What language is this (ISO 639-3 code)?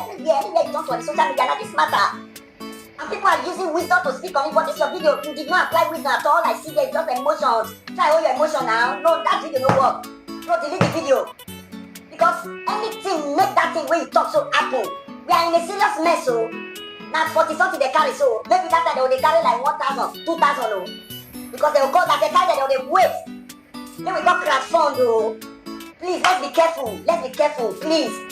pcm